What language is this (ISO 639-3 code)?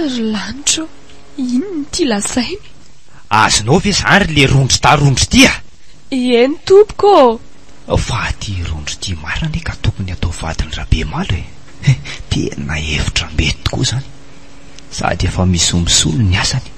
mlg